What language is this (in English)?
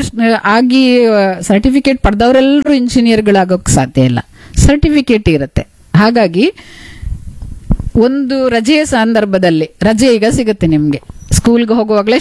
Kannada